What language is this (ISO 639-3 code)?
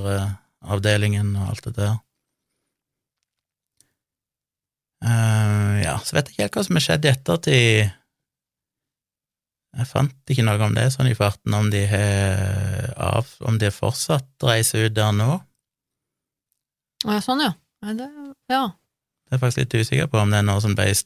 nor